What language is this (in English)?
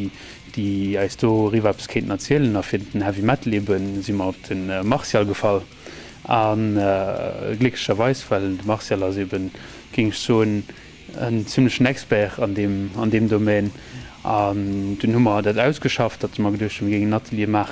Luxembourgish